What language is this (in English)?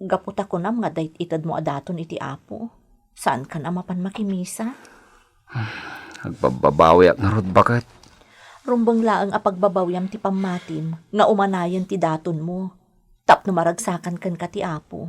Iloko